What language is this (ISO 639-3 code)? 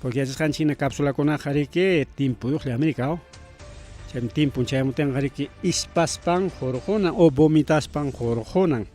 quy